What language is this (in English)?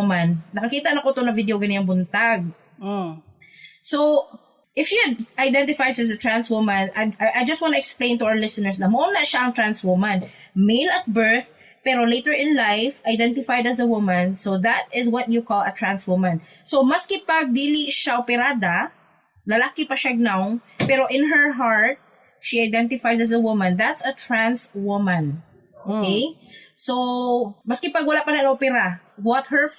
Cebuano